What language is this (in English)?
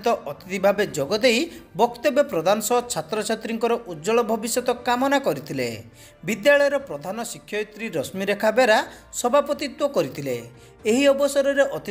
Odia